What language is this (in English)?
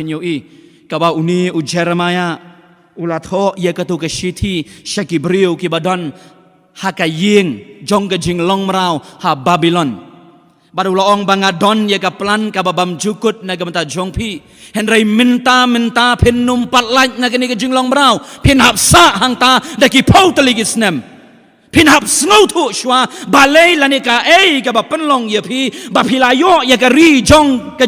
Khasi